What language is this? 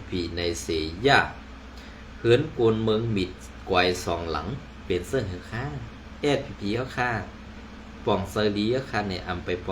Shan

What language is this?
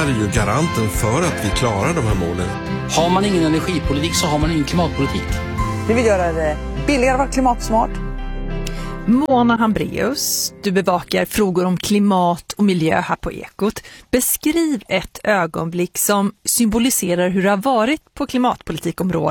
Swedish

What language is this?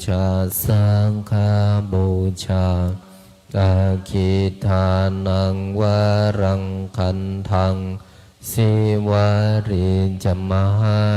Pali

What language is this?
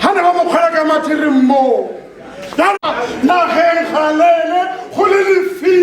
Tswana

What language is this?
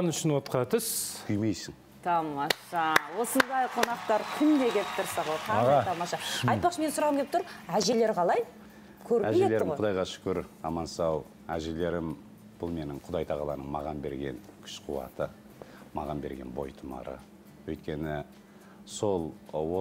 Kazakh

